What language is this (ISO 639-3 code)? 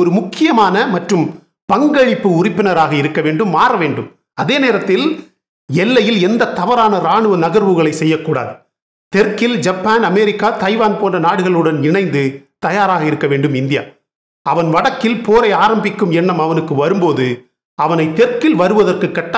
tam